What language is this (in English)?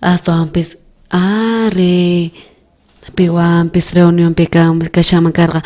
South Bolivian Quechua